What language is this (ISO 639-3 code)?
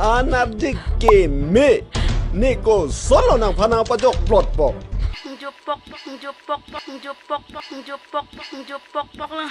mjw